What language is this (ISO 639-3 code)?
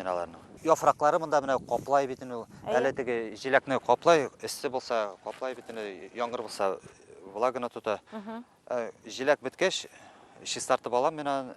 bak